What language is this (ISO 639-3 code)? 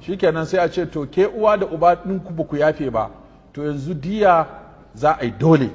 hau